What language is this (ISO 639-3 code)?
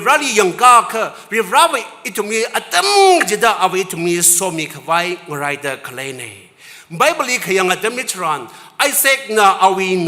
nmf